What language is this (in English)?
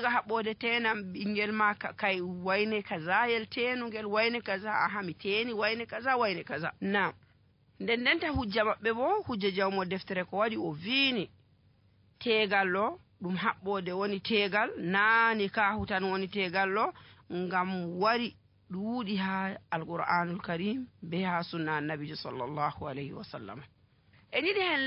Nigerian Fulfulde